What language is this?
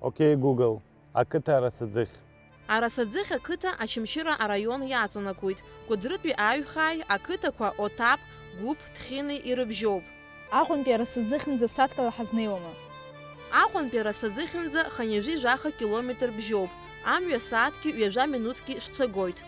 Abkhazian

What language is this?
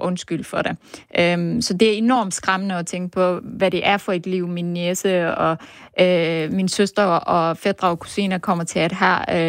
Danish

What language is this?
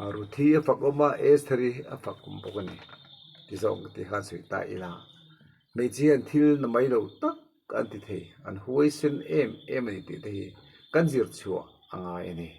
Mizo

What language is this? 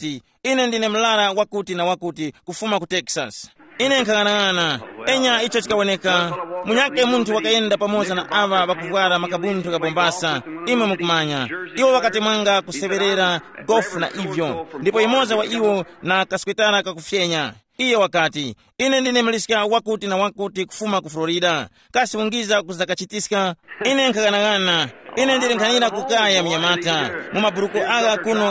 Tumbuka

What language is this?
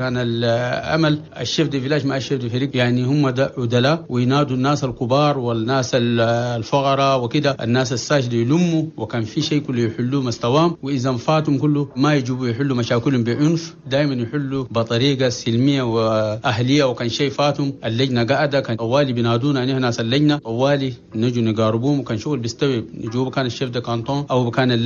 Chadian Arabic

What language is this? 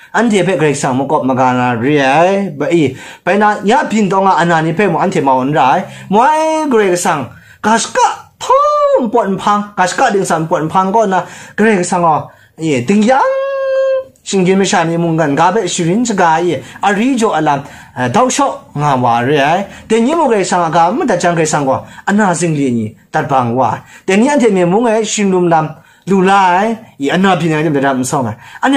Kachin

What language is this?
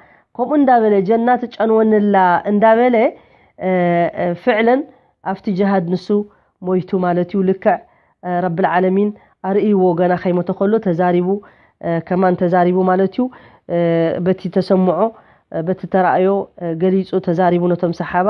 Tigrinya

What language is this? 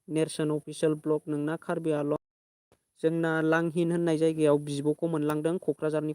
Bodo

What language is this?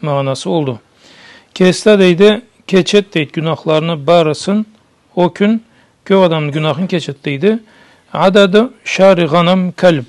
Karachay-Balkar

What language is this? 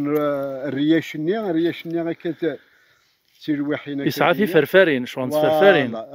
Kabyle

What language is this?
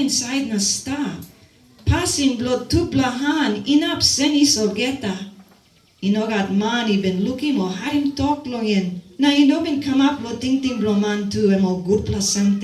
Tok Pisin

